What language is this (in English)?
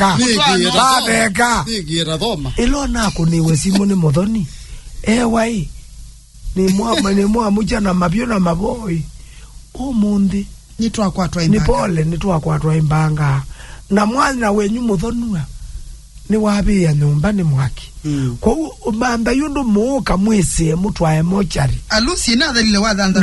Kamba